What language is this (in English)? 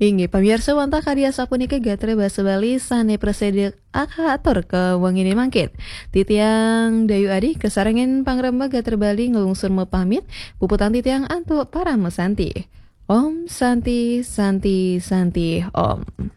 Balinese